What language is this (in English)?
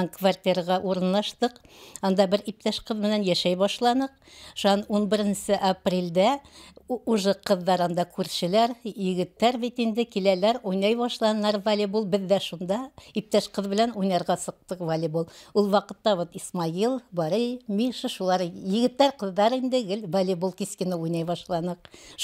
Bashkir